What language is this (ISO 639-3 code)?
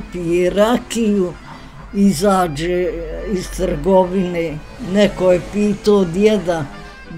bos